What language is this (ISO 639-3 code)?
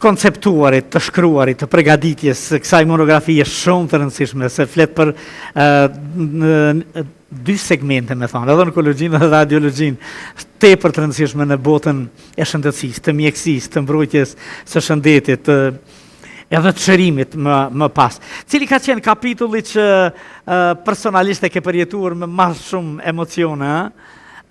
sqi